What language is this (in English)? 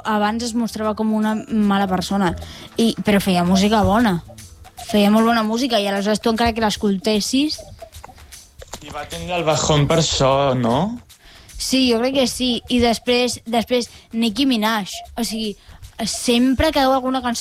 Catalan